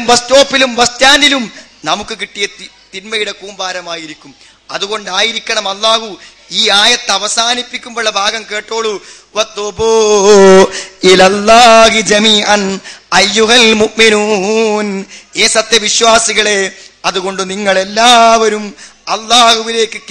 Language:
Malayalam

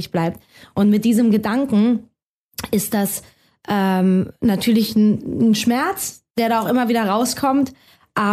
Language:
German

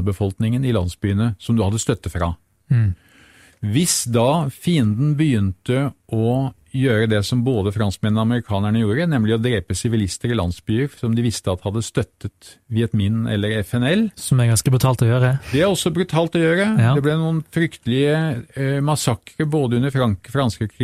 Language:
Norwegian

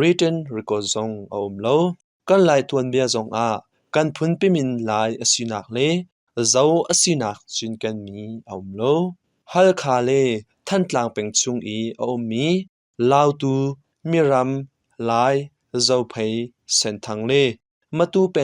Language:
Hakha Chin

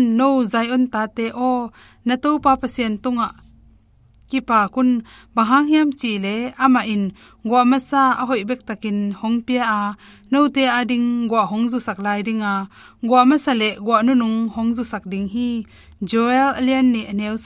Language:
Tedim Chin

